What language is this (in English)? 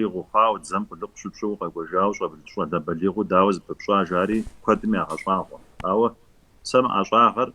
Kabardian